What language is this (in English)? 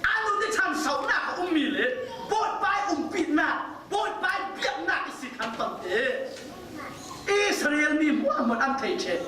Falam Chin